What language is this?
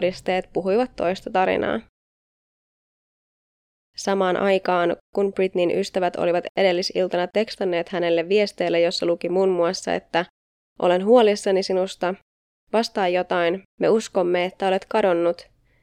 Finnish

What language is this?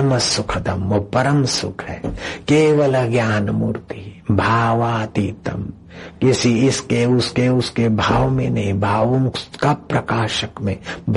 Hindi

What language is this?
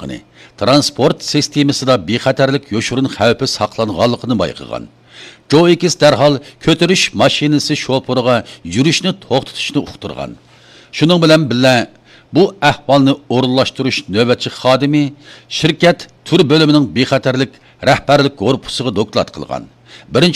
Uyghur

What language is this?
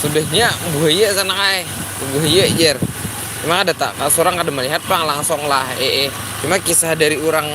Banjar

